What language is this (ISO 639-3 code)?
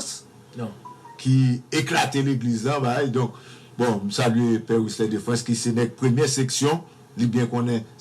hat